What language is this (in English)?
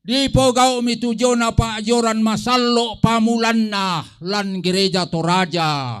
Toraja-Sa'dan